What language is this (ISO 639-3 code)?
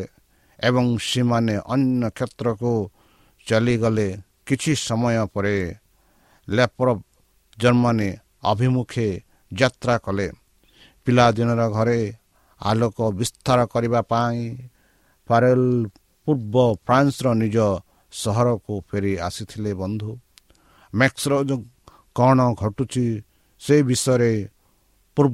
ori